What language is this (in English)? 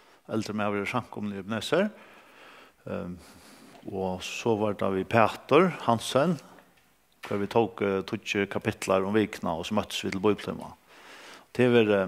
Faroese